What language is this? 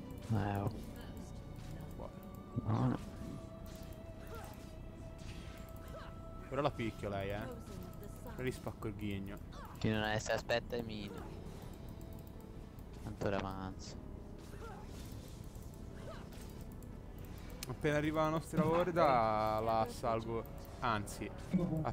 Italian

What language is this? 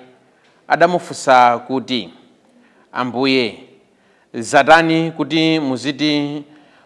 Nyanja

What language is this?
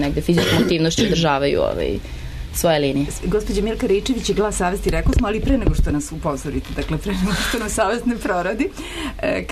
Serbian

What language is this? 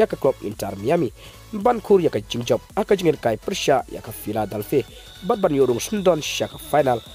Khasi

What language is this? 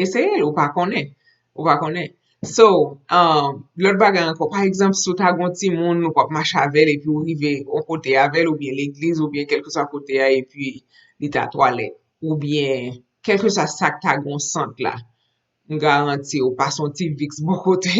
Haitian Creole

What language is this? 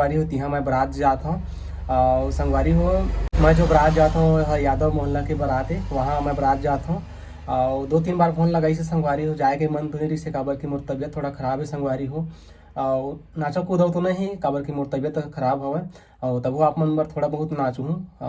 Chhattisgarhi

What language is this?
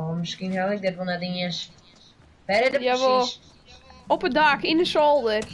Western Frisian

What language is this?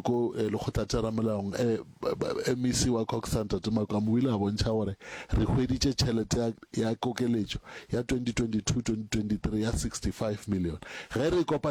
Northern Sotho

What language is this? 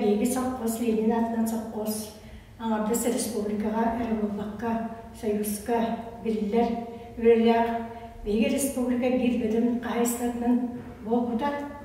Yakut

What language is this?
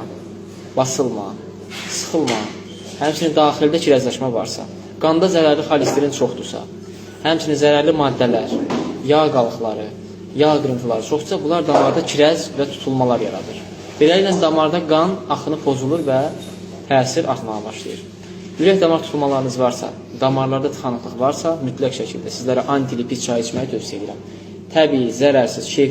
Azerbaijani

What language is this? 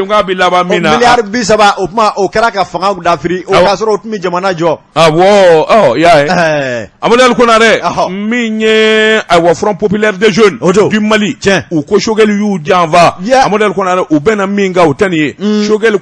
Bambara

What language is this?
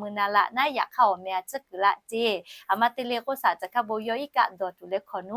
Lahu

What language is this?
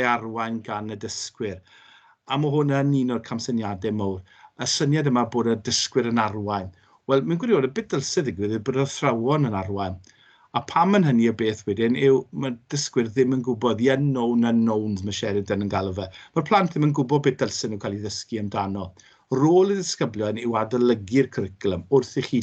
Welsh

